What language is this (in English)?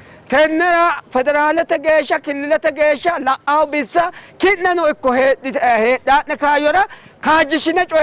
Sidamo